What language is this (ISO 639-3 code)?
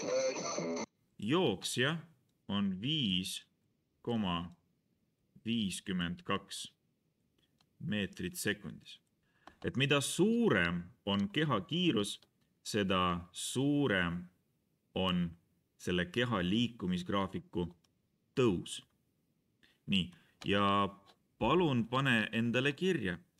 est